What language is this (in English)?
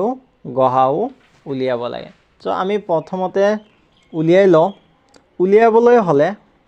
Assamese